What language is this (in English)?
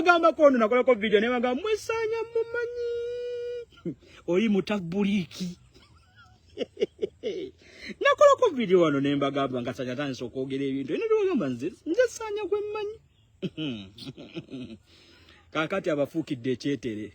Ganda